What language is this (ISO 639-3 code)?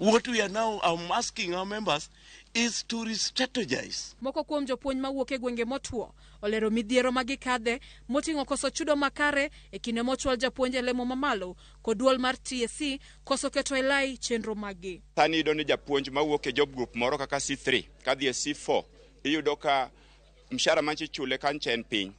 luo